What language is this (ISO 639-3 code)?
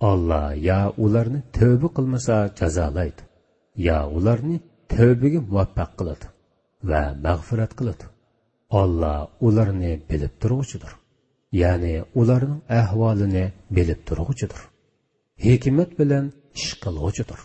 uig